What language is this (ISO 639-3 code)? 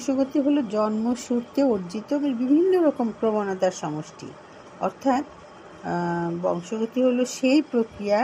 ben